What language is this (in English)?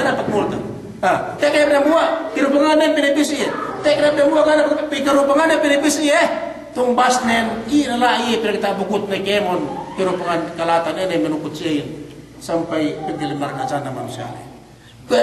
Yakan